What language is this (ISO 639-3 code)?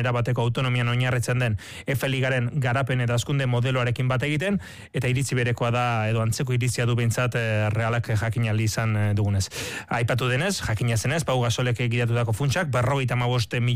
eus